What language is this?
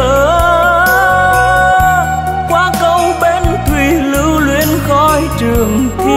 Vietnamese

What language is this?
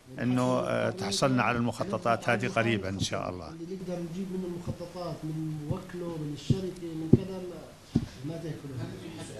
North Levantine Arabic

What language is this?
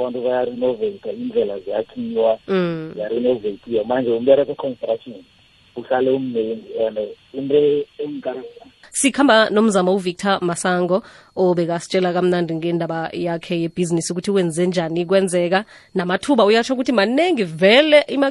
South Ndebele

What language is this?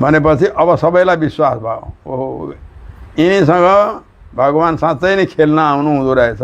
Nepali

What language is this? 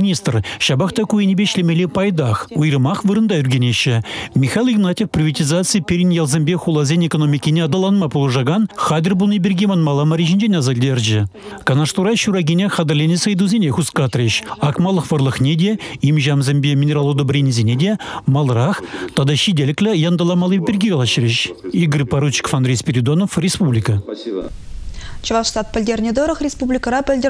Chuvash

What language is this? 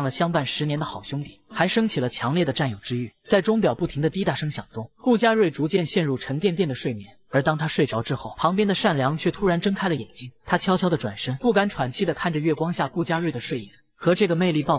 Chinese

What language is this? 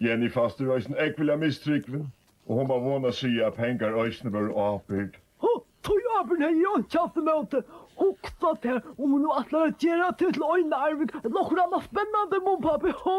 Faroese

